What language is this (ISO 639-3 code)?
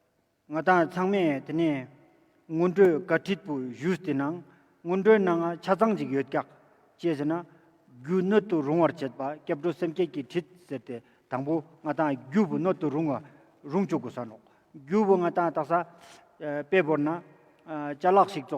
lbj